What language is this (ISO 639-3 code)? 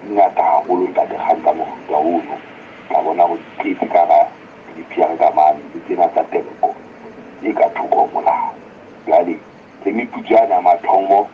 sot